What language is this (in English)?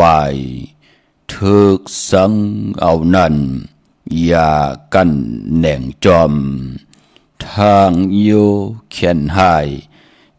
Shan